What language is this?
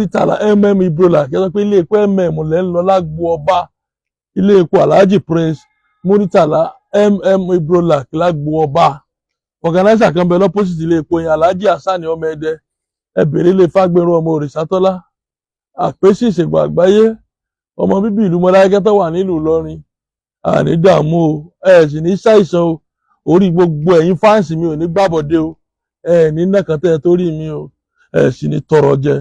Yoruba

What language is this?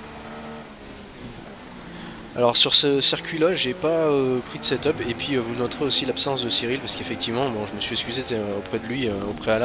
French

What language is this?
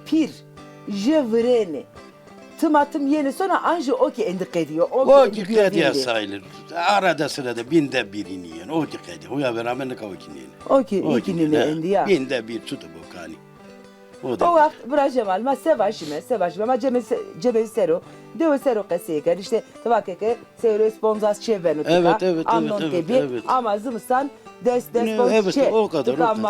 Zaza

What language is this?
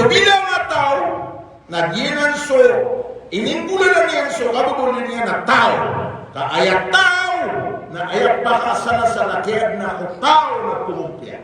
Maranao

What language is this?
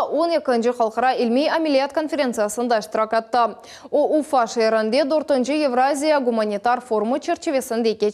Crimean Tatar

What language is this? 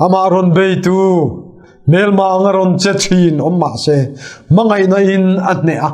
Mizo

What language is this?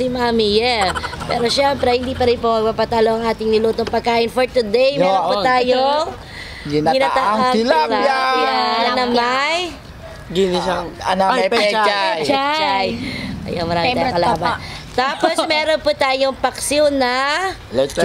Filipino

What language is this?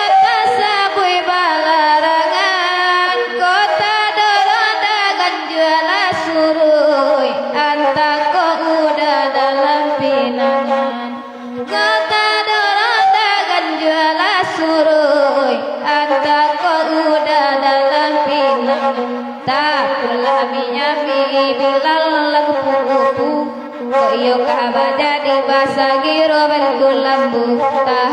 Minangkabau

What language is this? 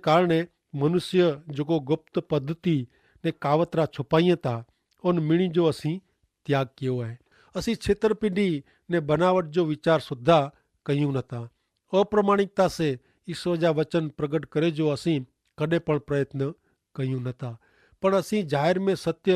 Kachhi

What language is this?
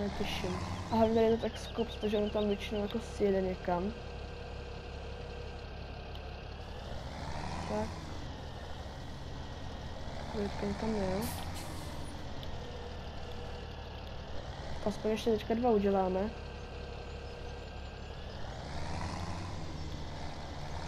Czech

